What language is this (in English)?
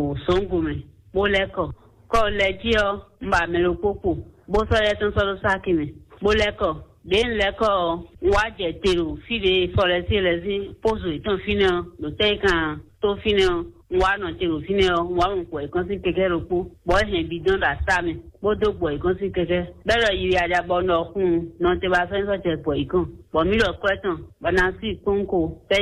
Fon